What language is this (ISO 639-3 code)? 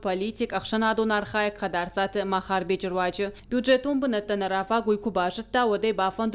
oss